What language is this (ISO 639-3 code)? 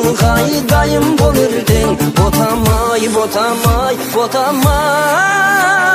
kaz